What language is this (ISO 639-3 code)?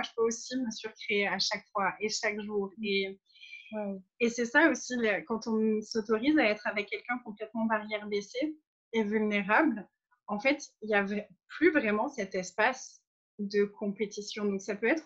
fra